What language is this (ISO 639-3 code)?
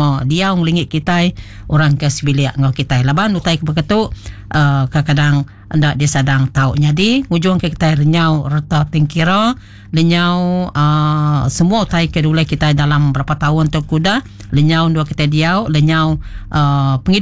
iba